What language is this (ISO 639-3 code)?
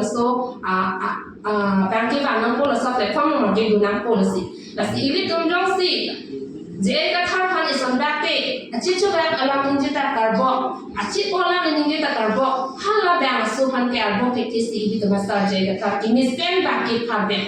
mjw